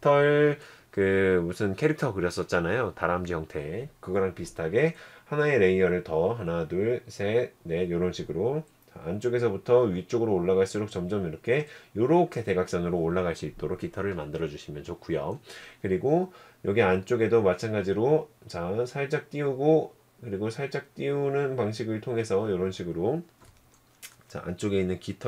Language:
Korean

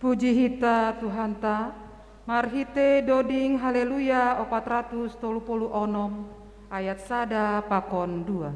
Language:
Batak Simalungun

